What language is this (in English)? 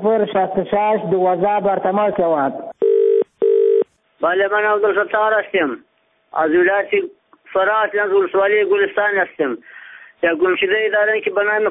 Persian